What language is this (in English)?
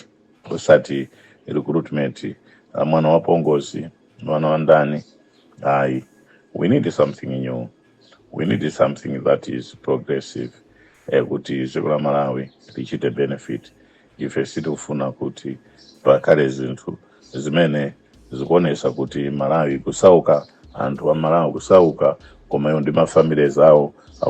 Nyanja